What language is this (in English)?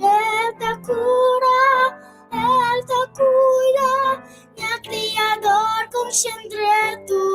Kabuverdianu